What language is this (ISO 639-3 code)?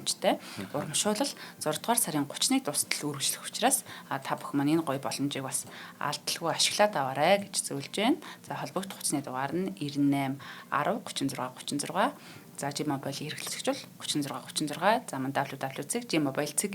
mon